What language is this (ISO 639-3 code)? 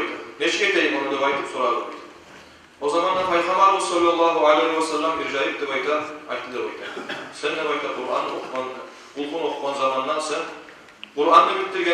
kum